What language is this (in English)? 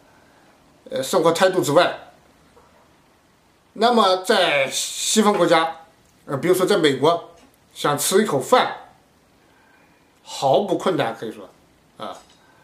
Chinese